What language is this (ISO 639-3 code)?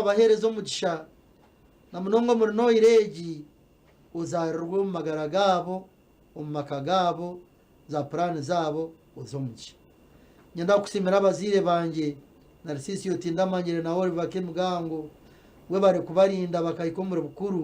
nyn